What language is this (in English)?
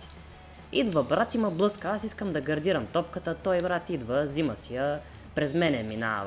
Bulgarian